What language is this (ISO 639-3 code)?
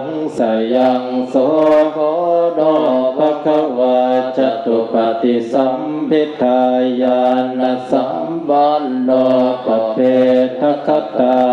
pli